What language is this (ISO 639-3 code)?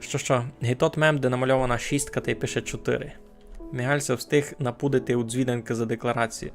rue